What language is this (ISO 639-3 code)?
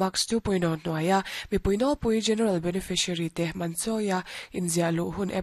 lus